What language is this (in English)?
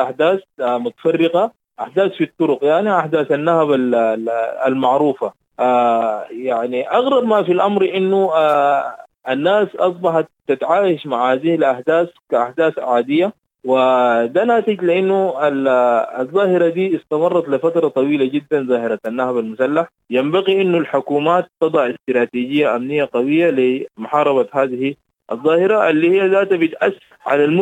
Sudanese Arabic